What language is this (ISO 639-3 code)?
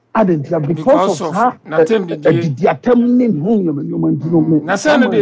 aka